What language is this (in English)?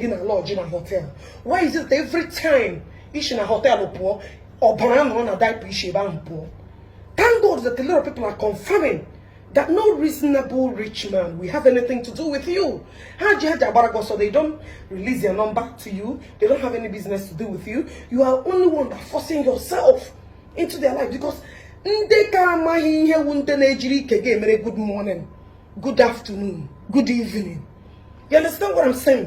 Igbo